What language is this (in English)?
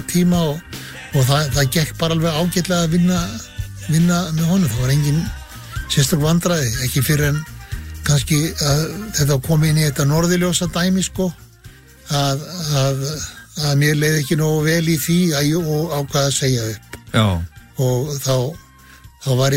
Icelandic